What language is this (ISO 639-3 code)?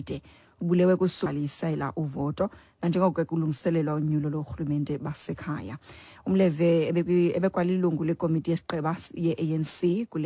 xho